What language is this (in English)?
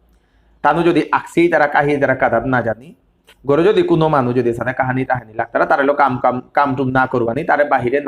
Bishnupriya